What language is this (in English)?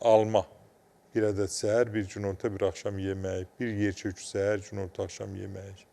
Azerbaijani